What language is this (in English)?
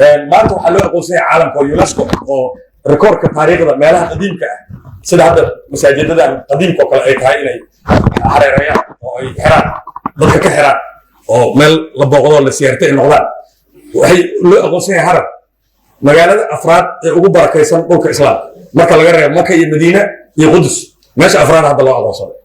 Somali